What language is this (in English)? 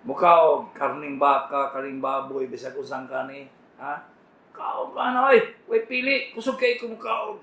Cebuano